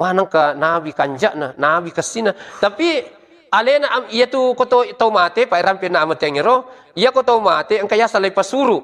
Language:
Buginese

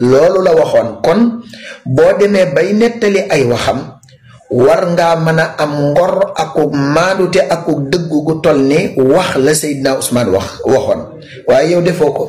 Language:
Wolof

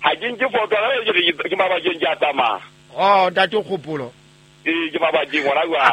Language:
Southern Sotho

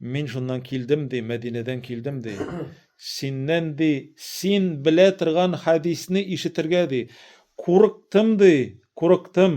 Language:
Tatar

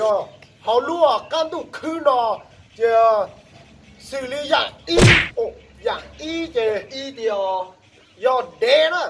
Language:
Hmong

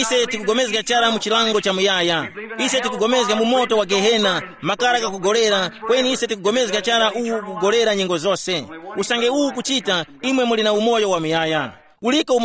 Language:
Tumbuka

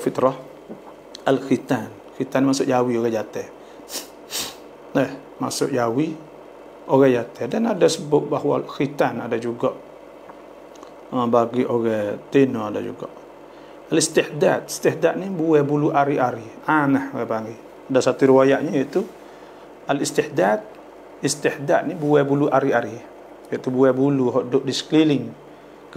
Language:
Malay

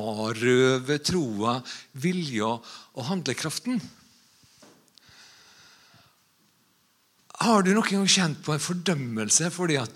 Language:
Norwegian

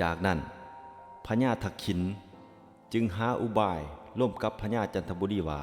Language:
Lao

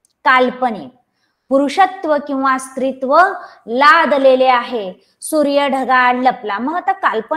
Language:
Marathi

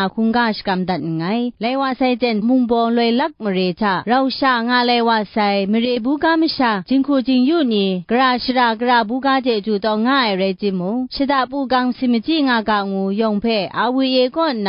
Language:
Kachin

